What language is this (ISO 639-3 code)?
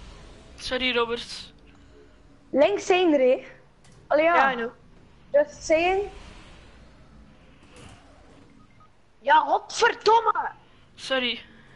nld